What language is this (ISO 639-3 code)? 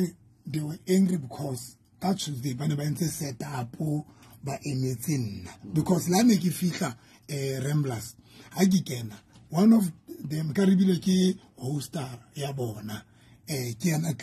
sot